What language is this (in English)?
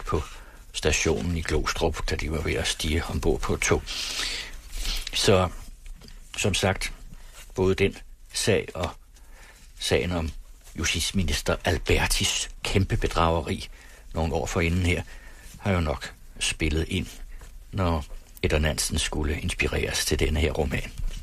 Danish